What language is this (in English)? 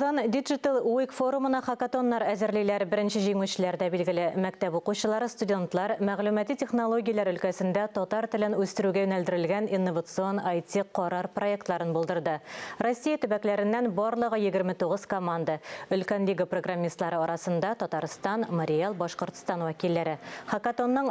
Tatar